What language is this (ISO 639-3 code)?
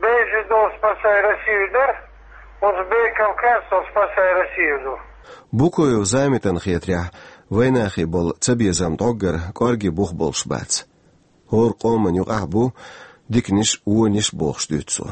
che